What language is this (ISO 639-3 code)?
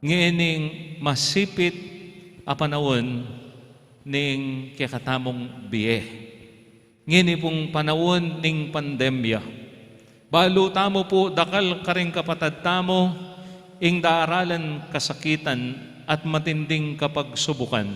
pam